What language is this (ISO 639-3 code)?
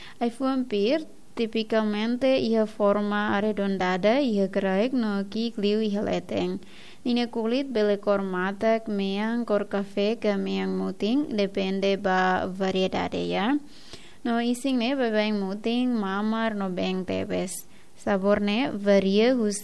tet